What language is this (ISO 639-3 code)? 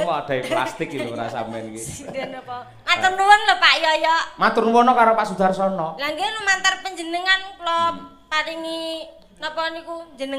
jav